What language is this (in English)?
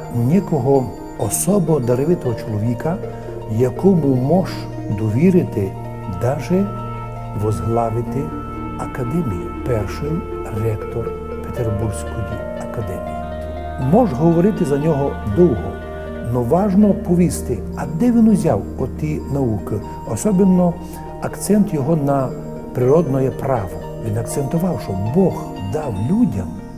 Rusyn